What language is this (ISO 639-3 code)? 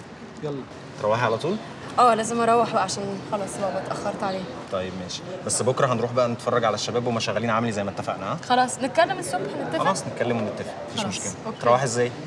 arz